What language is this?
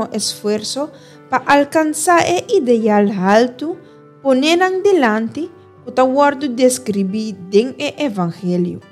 Papiamento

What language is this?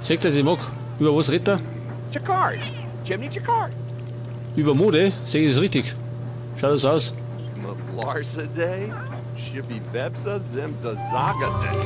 Bavarian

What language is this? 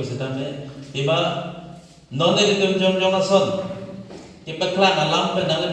Karbi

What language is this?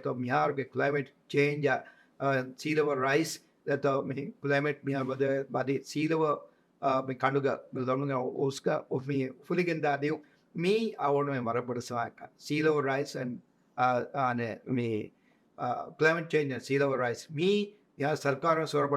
Divehi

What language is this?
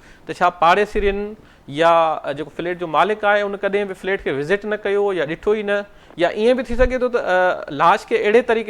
Sindhi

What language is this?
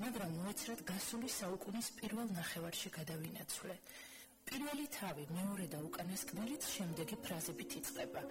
Georgian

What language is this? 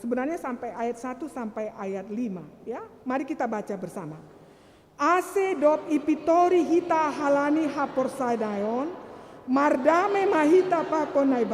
Batak Simalungun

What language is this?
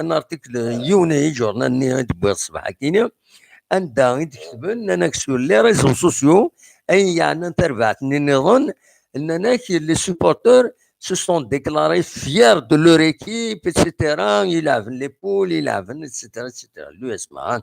Kabyle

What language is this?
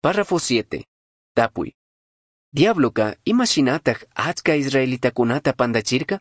Chimborazo Highland Quichua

